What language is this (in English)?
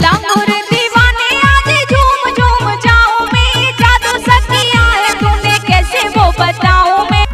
Punjabi